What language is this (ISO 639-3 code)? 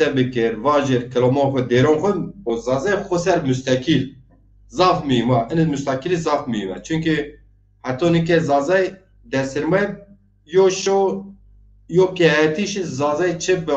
zza